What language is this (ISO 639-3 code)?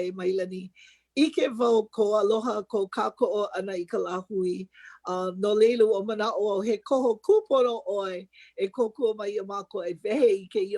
haw